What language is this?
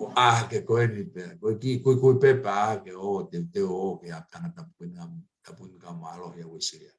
Tongan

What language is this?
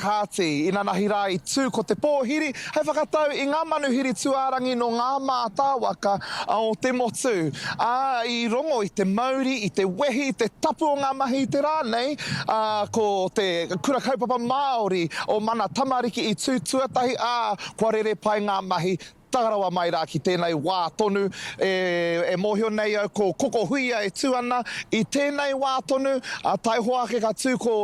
Māori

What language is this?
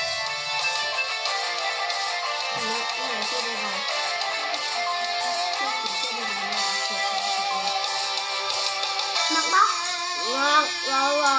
Lao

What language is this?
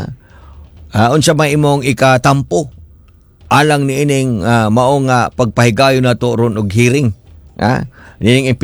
Cebuano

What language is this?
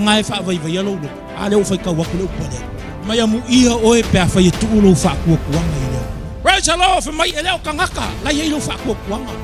Samoan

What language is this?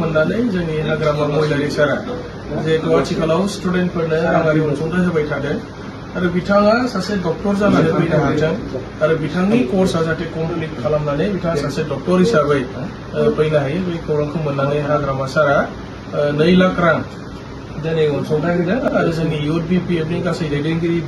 Bodo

